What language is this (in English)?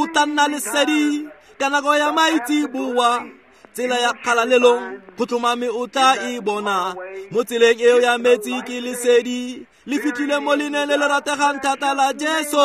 Tswana